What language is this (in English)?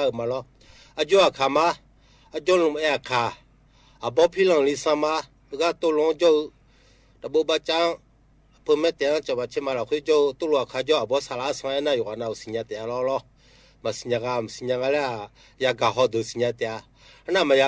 Akha